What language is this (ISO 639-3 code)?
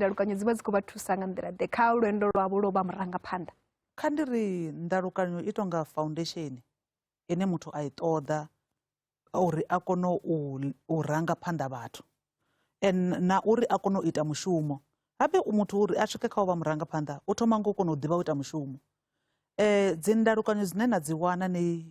ven